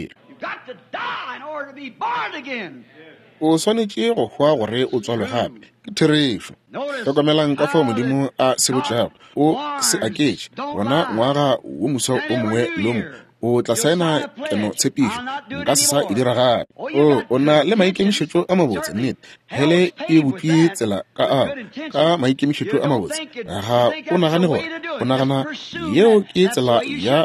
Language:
Northern Sotho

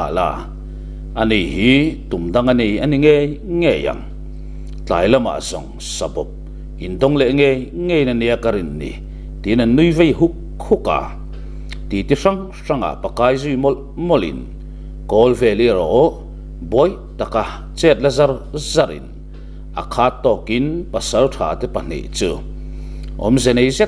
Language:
Mizo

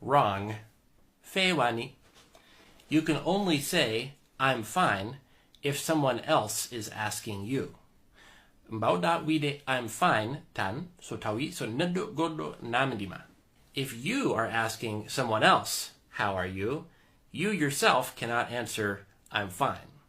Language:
Fula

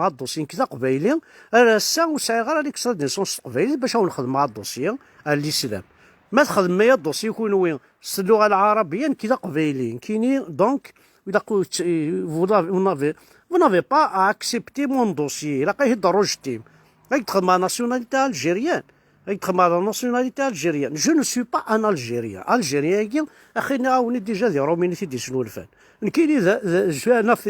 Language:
Kabyle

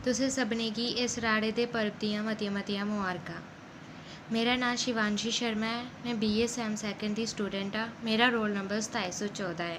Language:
Dogri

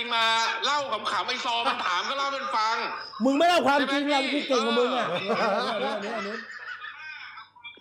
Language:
Thai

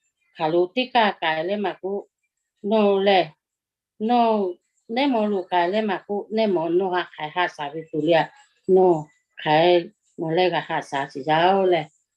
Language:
Lahu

